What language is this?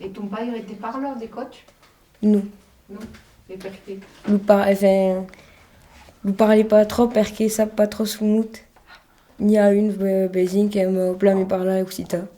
Occitan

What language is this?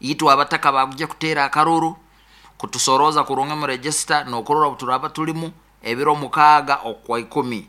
Nyoro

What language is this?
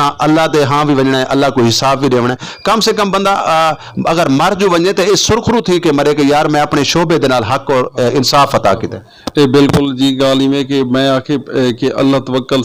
Saraiki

